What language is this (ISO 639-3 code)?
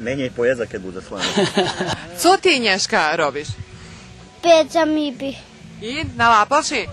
rue